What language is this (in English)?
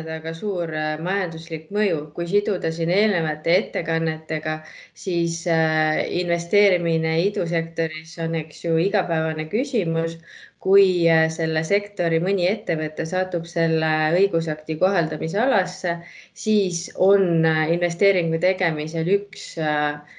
Estonian